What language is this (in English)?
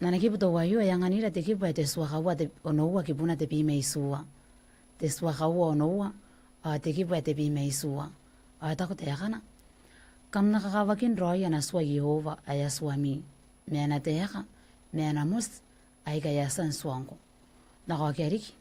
Gilbertese